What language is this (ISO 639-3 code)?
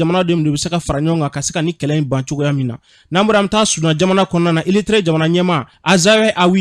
bam